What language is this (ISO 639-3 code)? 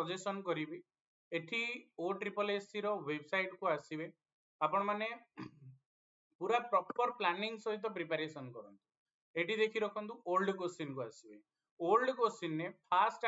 ori